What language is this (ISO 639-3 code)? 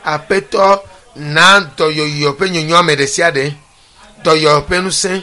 ewe